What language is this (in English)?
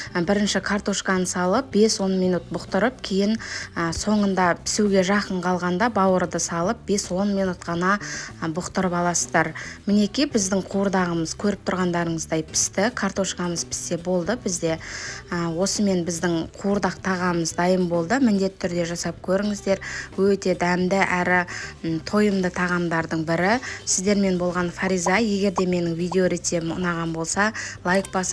Kazakh